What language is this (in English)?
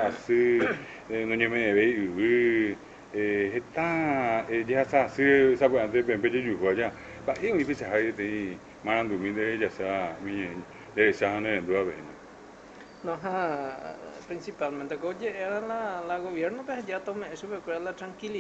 Guarani